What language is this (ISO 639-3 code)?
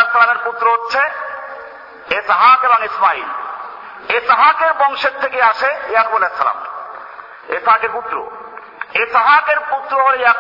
ben